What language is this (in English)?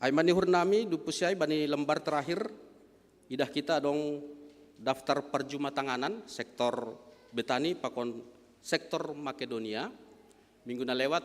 Batak Simalungun